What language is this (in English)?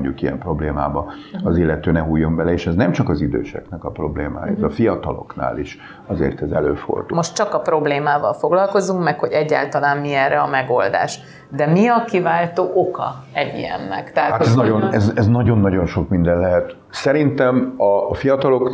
Hungarian